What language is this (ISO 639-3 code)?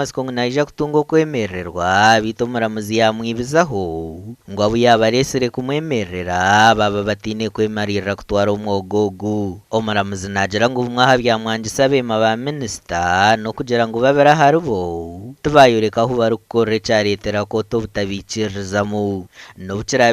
nyn